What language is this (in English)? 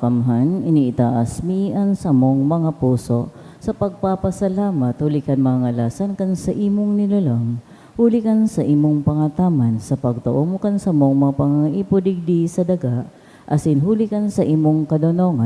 Bikol